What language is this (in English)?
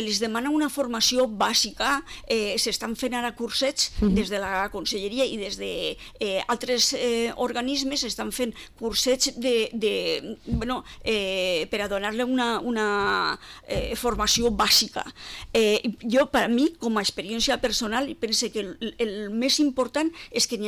Catalan